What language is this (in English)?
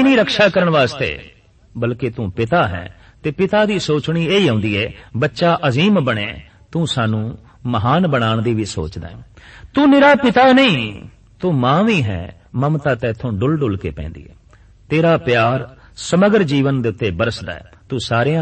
Punjabi